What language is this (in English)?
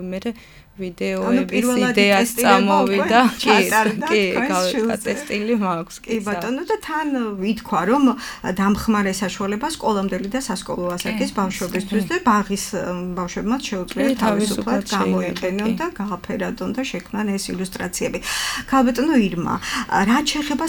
Georgian